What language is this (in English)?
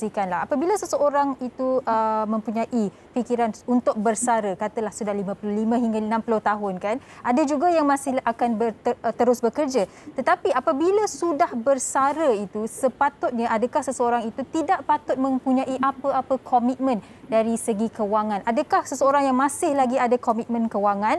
Malay